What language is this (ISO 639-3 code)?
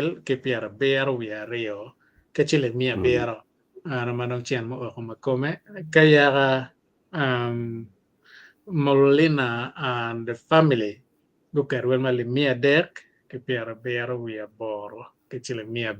ach